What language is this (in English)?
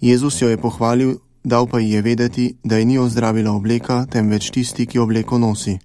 Slovenian